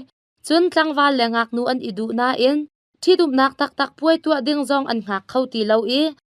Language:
Hakha Chin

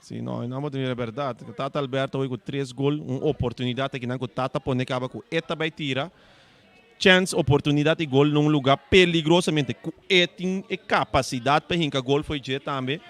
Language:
Papiamento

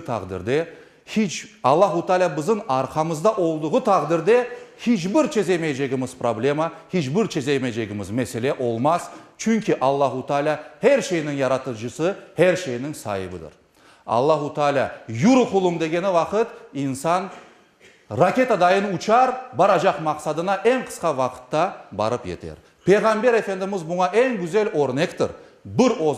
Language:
Crimean Tatar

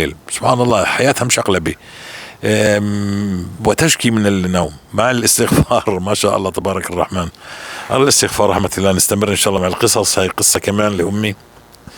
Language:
North Levantine Arabic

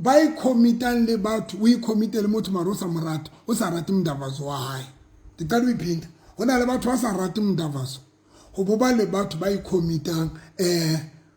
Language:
Southern Sotho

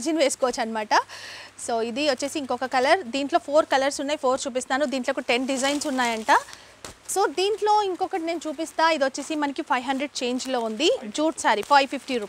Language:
Telugu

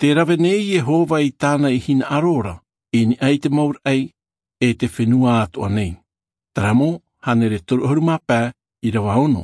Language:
Tahitian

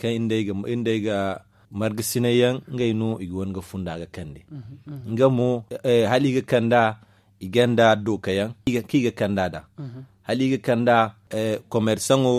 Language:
Zarma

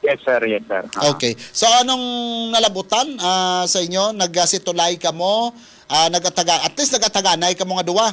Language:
Hiligaynon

